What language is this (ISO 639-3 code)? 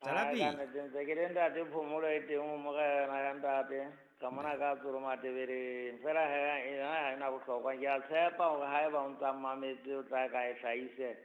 sot